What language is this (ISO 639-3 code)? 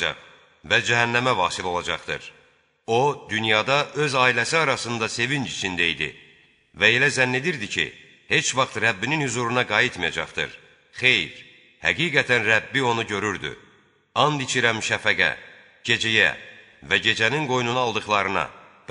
aze